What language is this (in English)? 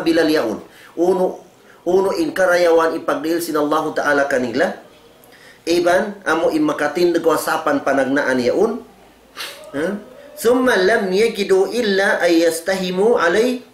Tausug